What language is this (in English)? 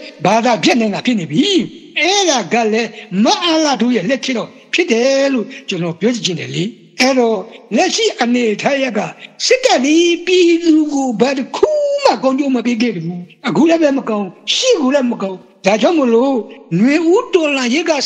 Burmese